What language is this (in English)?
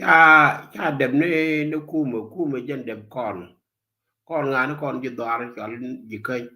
Nuer